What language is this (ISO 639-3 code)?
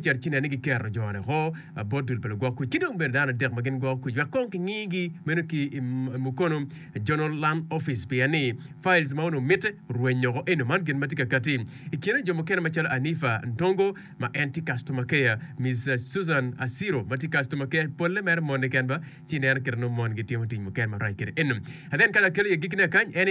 ach